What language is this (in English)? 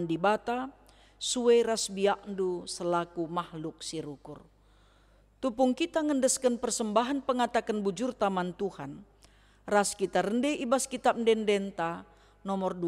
Batak Karo